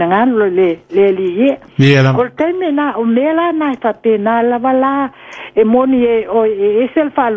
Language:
Samoan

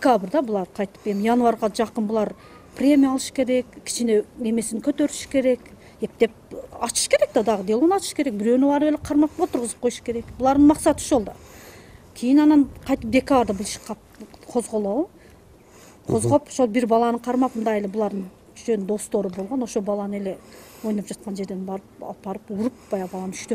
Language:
Kyrgyz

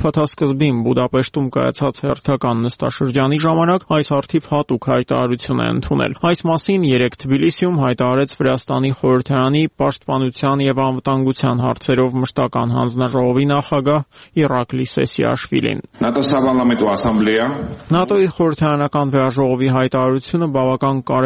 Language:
Armenian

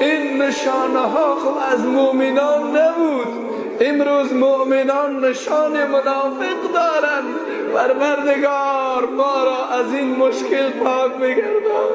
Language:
Persian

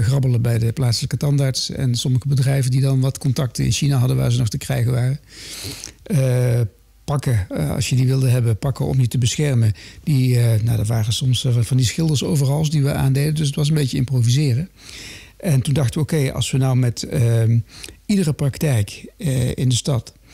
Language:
Dutch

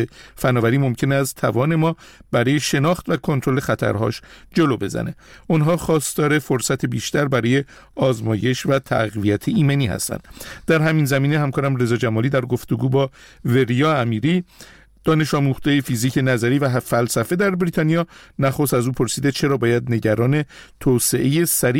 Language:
Persian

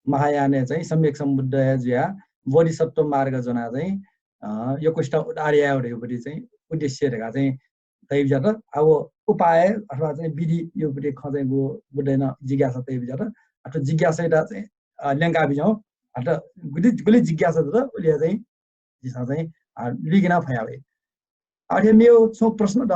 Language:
Newari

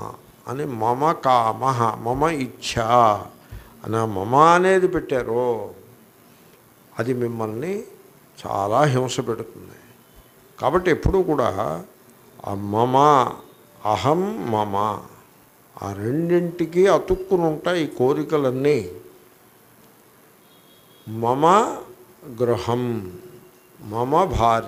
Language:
Telugu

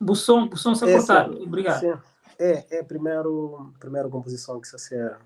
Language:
Kabuverdianu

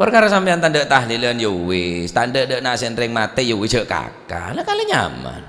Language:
Madurese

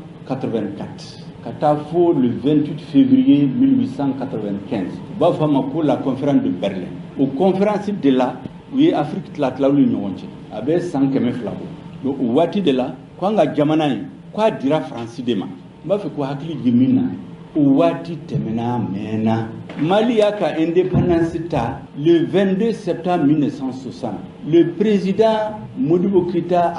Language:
Bambara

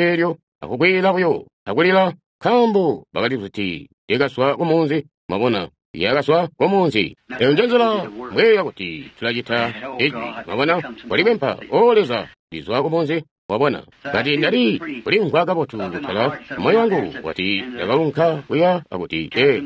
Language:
Tonga (Zambia)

